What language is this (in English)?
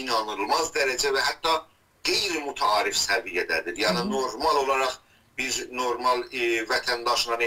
South Azerbaijani